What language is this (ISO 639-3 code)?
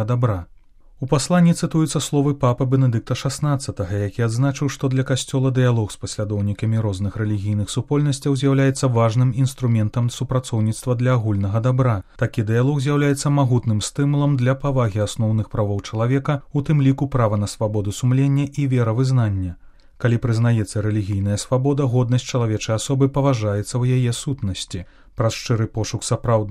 bel